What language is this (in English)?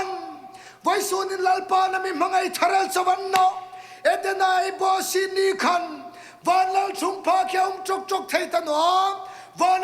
Hmar